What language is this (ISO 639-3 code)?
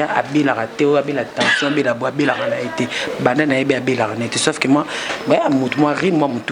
lin